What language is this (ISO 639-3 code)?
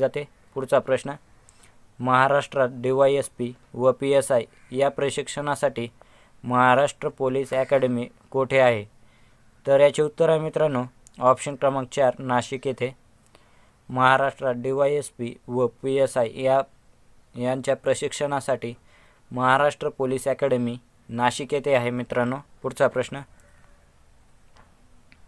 mar